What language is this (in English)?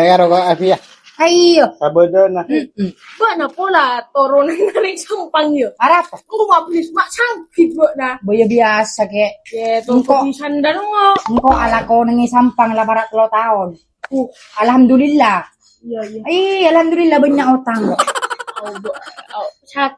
Madurese